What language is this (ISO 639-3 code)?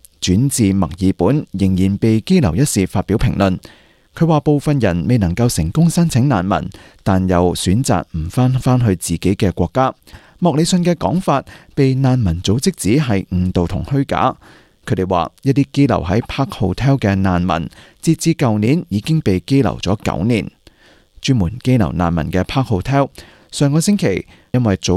yue